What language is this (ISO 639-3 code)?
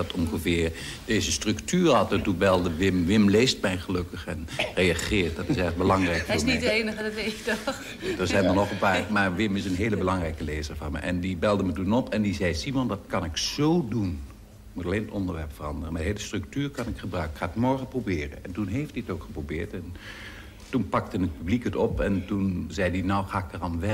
nld